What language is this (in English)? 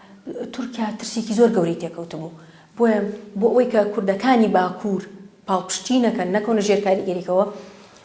Central Kurdish